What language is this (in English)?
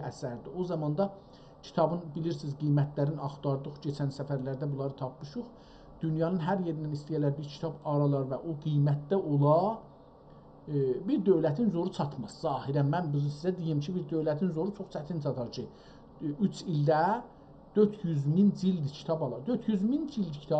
South Azerbaijani